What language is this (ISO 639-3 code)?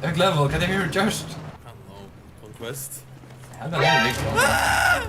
fao